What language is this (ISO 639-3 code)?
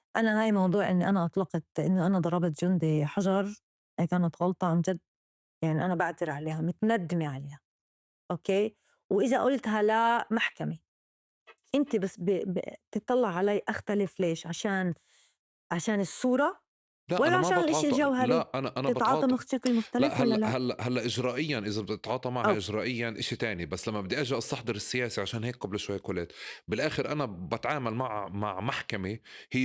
apc